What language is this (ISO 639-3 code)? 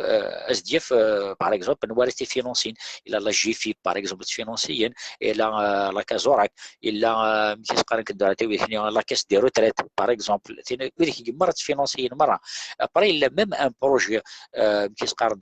kab